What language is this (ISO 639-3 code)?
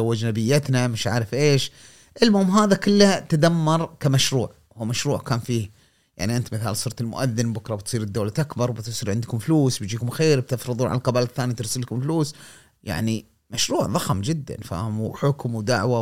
afb